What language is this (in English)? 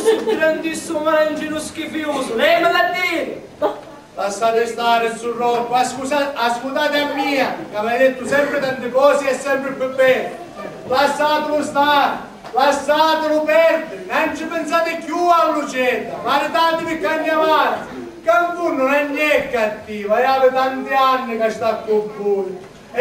Sicilian